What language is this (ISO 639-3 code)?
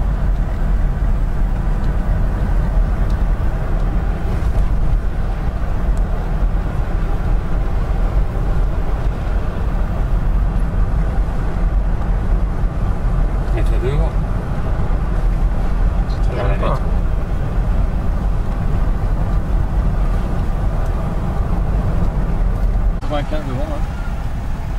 fra